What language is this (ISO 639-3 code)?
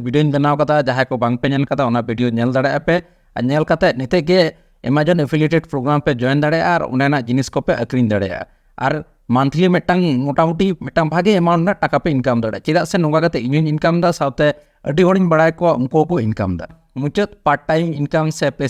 sat